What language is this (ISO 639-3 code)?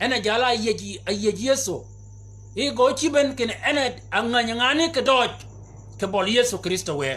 shk